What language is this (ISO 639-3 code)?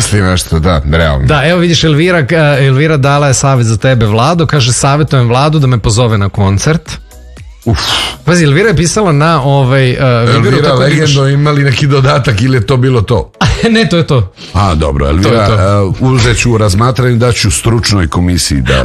srp